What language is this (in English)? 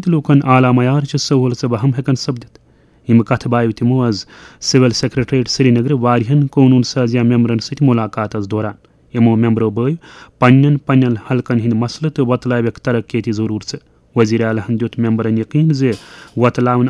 Kashmiri